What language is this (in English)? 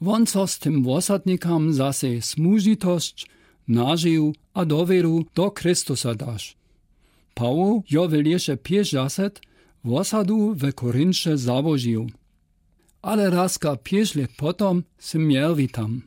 Lower Sorbian